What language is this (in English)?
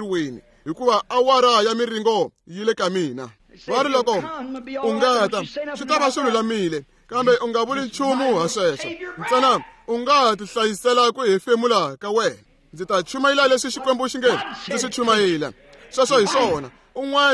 Tsonga